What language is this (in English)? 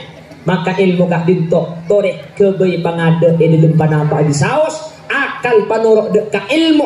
Madurese